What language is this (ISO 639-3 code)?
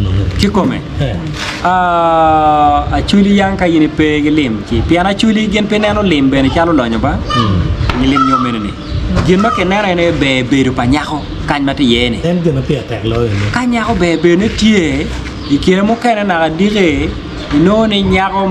ach